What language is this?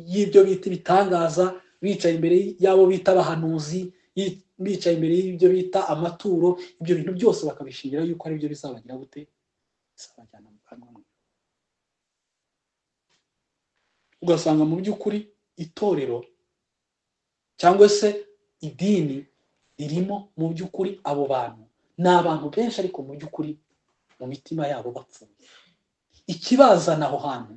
Kinyarwanda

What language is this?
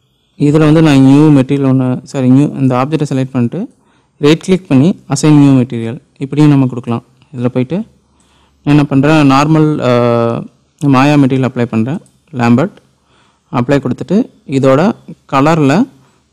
Tamil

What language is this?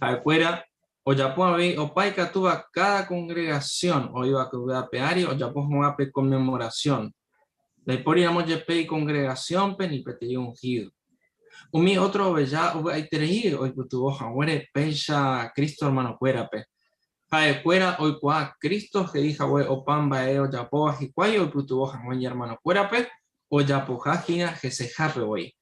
Guarani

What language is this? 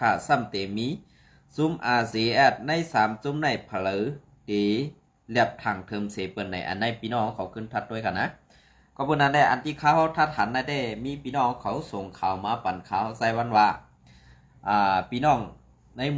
Shan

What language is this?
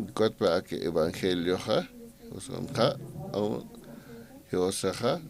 Aymara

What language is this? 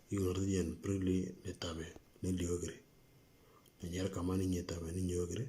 Moro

